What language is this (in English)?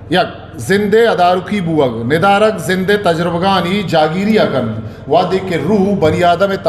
Eastern Balochi